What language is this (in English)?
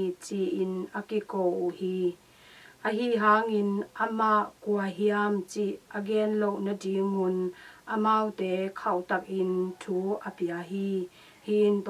Tedim Chin